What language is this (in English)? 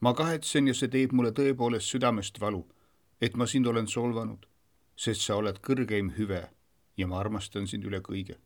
Estonian